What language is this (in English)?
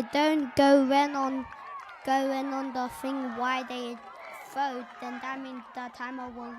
Māori